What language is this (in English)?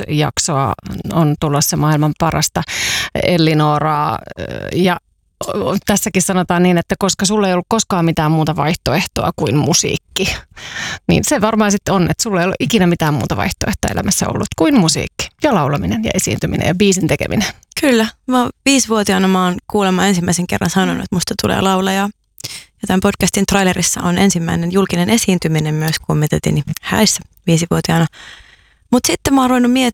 Finnish